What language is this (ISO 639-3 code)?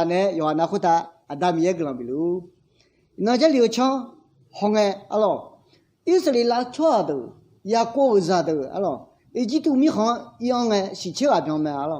ahk